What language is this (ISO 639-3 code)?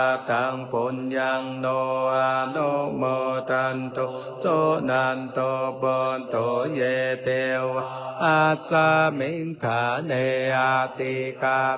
pli